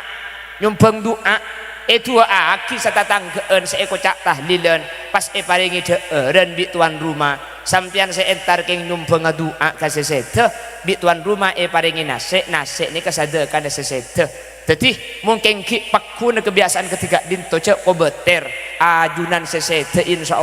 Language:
Madurese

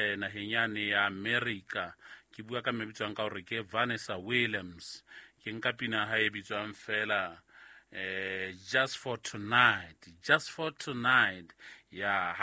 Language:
Southern Sotho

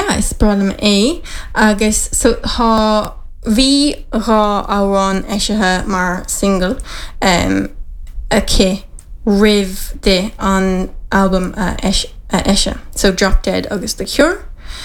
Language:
Irish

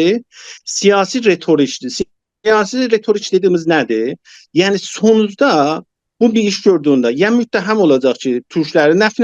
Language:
South Azerbaijani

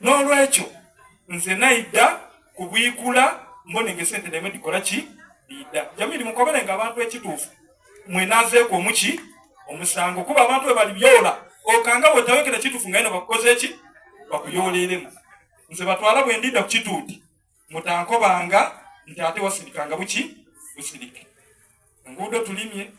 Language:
Ganda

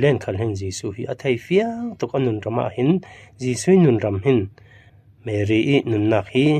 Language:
Falam Chin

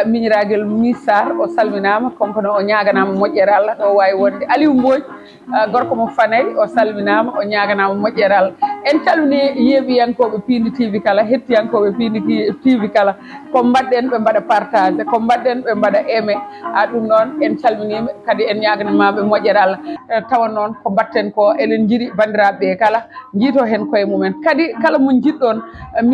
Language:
Fula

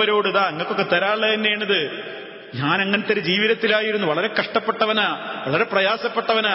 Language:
Malayalam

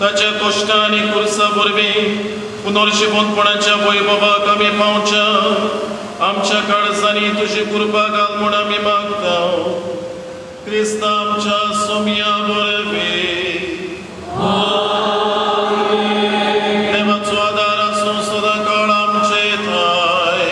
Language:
Konkani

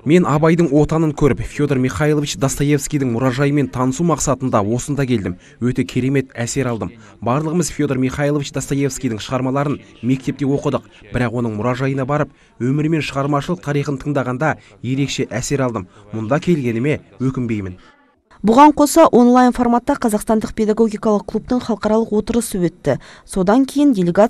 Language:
Kazakh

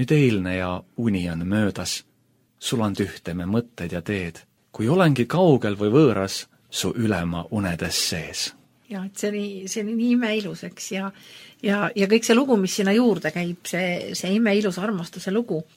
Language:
Estonian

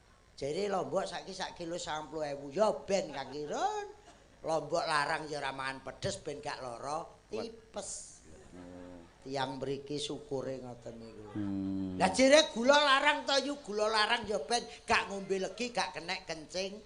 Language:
Javanese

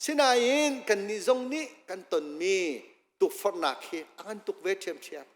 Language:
Hakha Chin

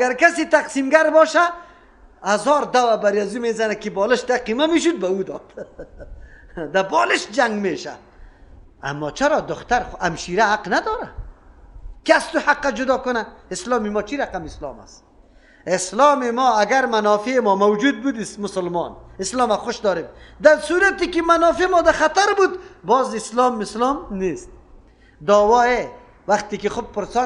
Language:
Persian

